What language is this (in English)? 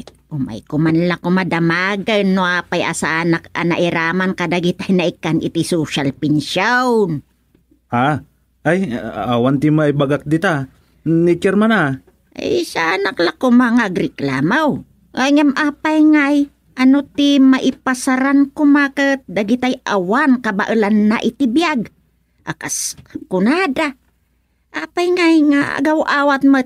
Iloko